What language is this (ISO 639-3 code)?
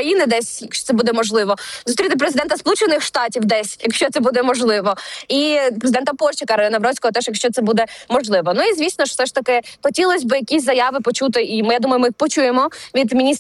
ukr